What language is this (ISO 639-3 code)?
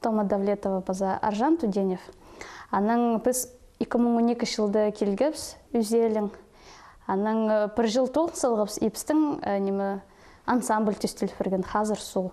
kjh